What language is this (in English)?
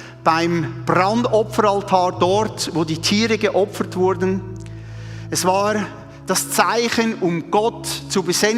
Swiss German